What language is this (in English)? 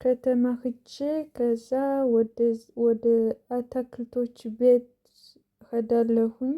Amharic